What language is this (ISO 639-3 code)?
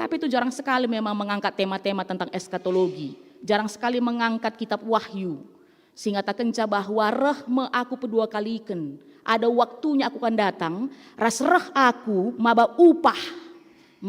btx